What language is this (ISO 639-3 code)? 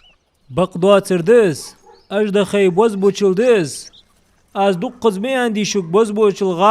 inh